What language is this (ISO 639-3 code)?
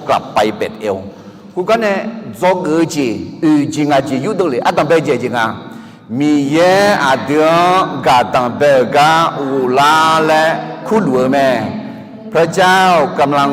ahk